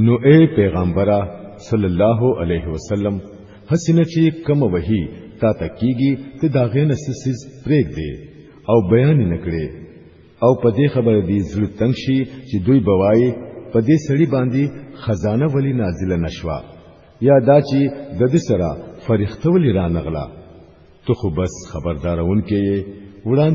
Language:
Pashto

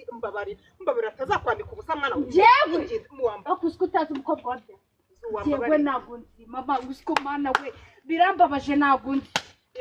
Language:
Kinyarwanda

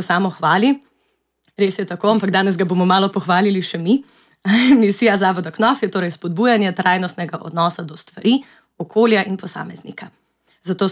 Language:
Slovenian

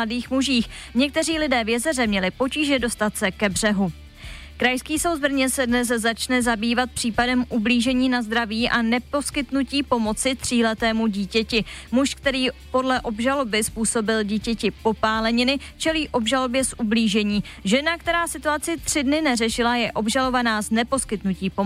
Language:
Czech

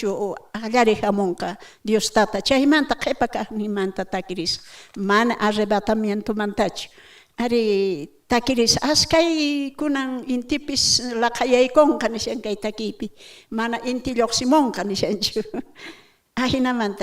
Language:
South Bolivian Quechua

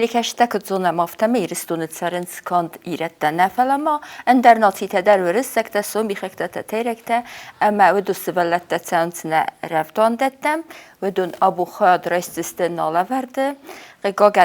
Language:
Ossetic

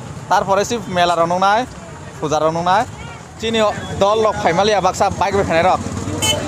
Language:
Kok Borok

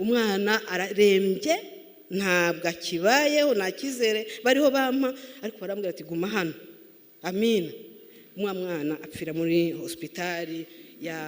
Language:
Kinyarwanda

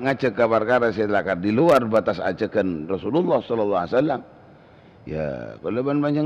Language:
Madurese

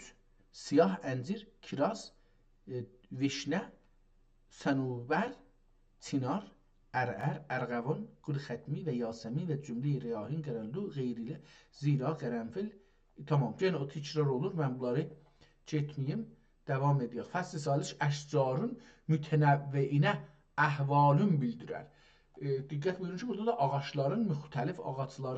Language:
South Azerbaijani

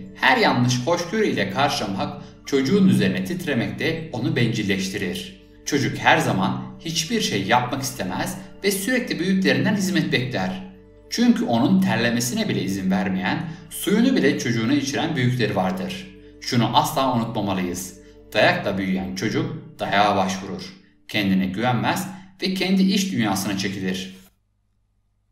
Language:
Turkish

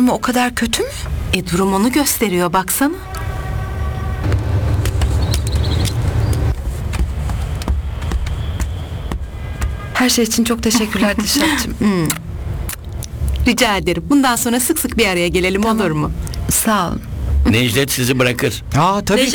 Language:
Turkish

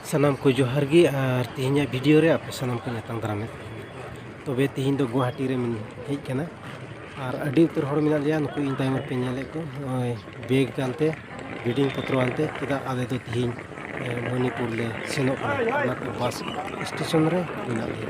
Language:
Santali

